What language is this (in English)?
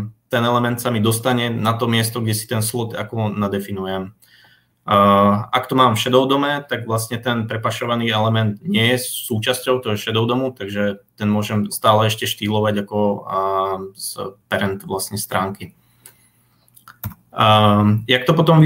Slovak